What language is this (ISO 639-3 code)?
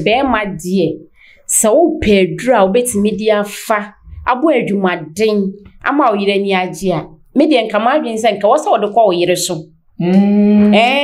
aka